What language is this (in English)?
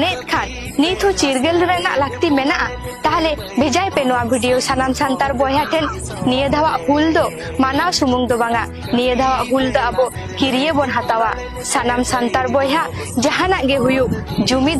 Santali